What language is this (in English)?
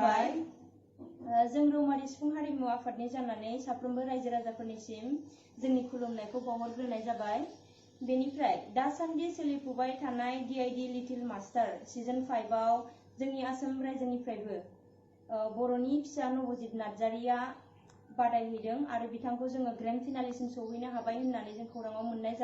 Bodo